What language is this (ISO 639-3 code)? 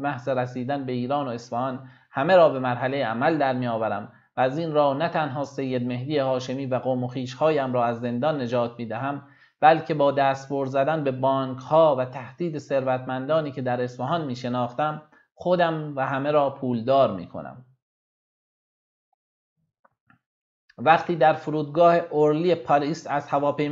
fas